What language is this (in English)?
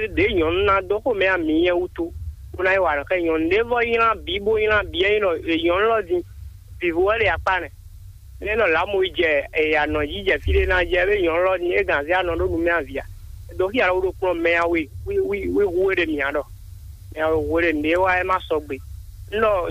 Fon